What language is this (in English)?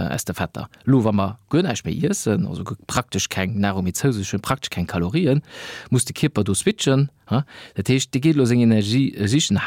Luxembourgish